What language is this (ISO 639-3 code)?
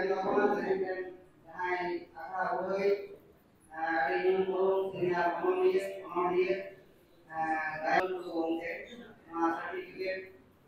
sat